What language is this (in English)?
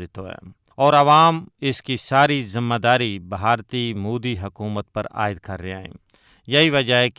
Gujari